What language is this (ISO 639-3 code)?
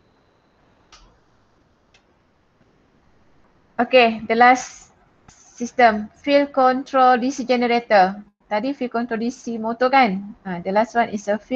msa